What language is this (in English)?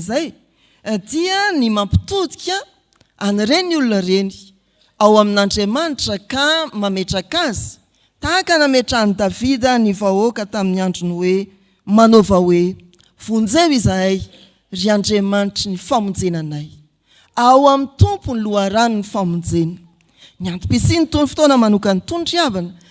Malagasy